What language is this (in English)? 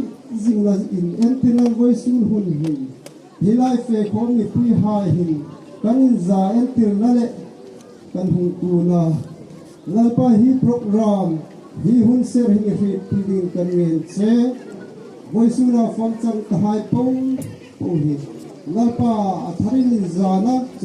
Hmar